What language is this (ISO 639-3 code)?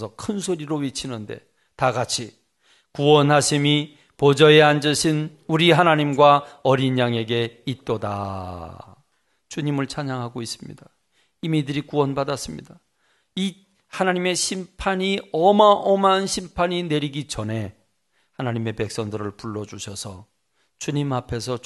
kor